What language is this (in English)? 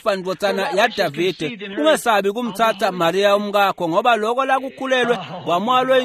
Swati